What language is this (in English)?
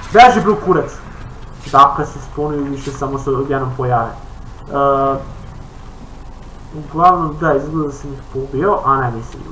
Serbian